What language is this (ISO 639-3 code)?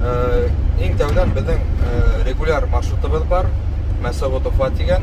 bak